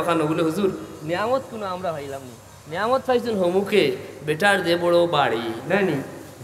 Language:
Sylheti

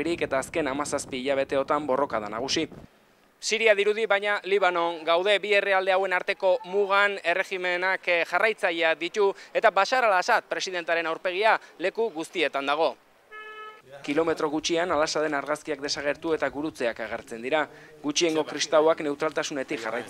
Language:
Basque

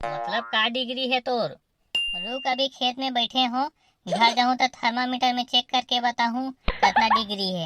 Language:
Chhattisgarhi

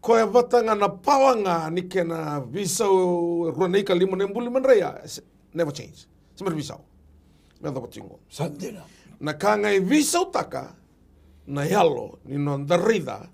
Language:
Fijian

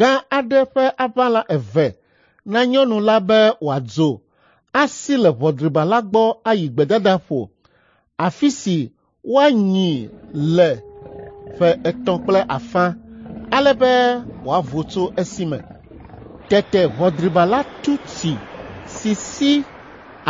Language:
Ewe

